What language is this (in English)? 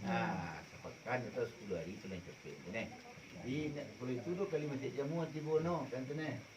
Minangkabau